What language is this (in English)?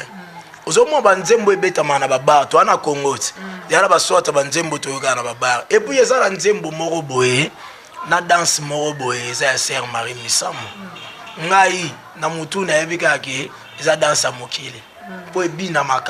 Lingala